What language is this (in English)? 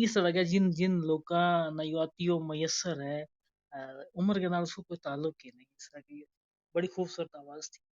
Gujari